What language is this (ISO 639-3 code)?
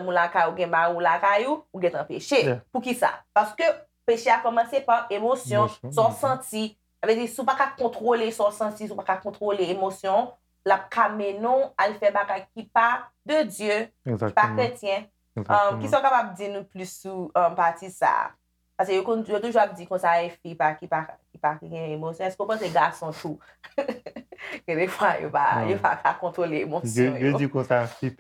hat